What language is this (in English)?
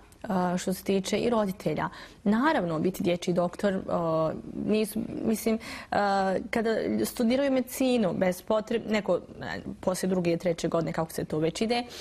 Bosnian